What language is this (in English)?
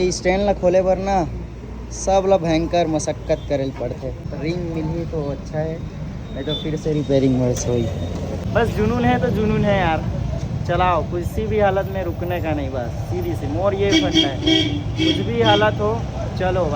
Chhattisgarhi